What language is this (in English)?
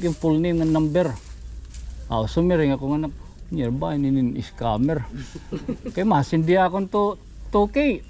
Waray